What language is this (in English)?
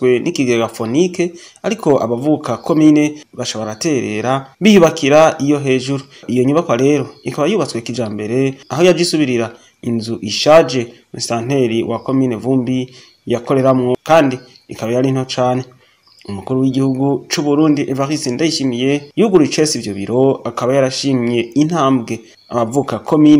Rundi